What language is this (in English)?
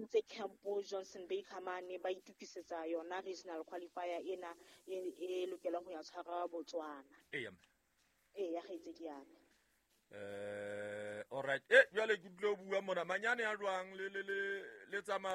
Southern Sotho